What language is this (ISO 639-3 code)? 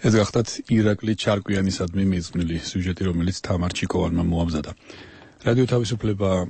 kat